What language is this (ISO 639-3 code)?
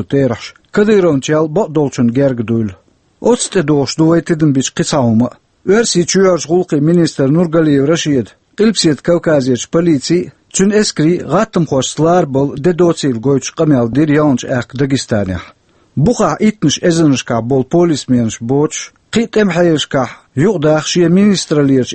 che